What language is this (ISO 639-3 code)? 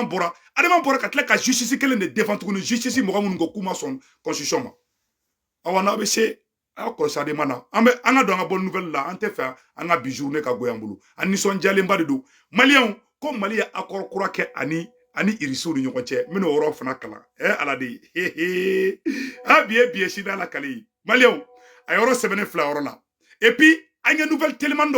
bam